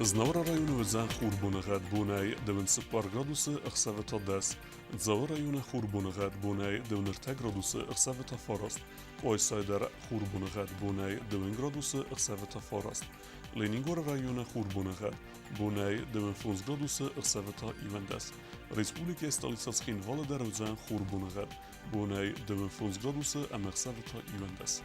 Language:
Ossetic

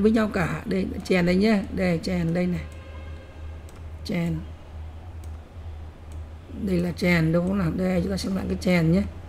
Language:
Vietnamese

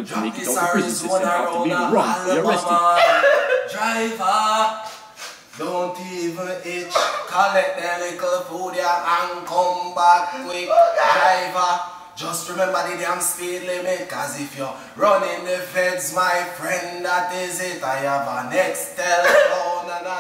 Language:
Jamaican Creole English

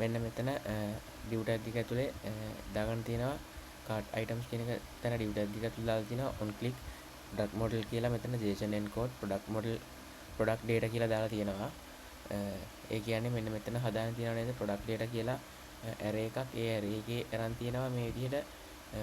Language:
Sinhala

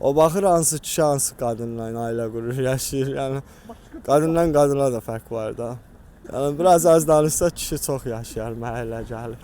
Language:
Azerbaijani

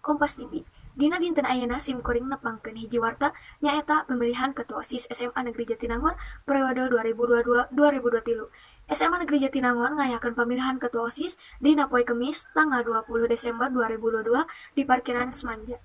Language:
Sundanese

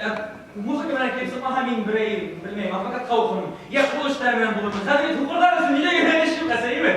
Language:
Bashkir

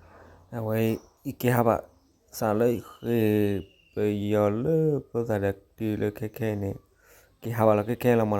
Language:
S'gaw Karen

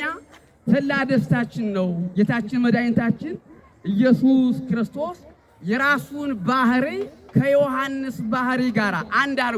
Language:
Amharic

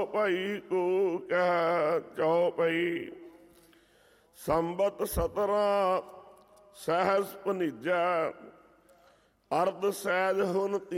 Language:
Punjabi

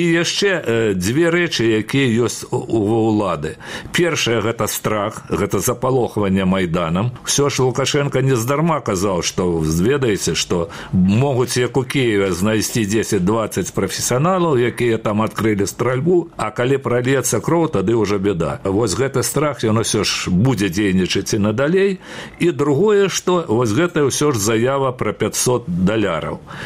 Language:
Belarusian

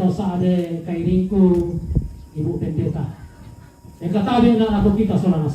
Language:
Toraja-Sa'dan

